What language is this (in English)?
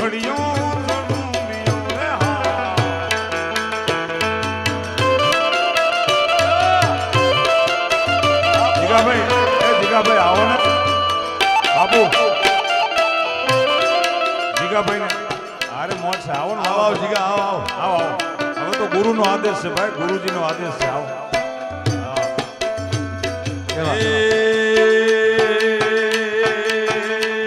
Gujarati